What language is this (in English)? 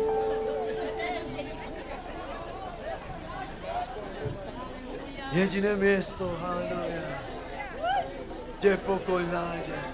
Slovak